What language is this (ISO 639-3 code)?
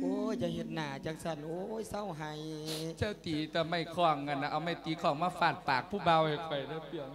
lao